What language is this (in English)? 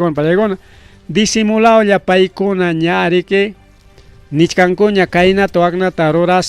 Ayacucho Quechua